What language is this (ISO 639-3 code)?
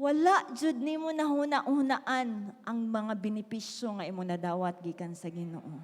ceb